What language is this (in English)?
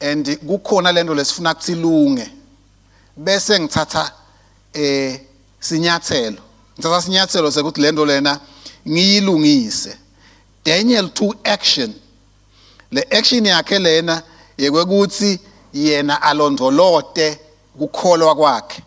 Swati